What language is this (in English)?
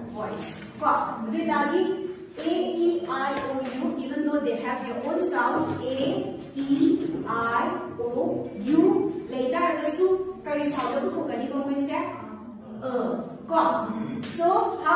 Manipuri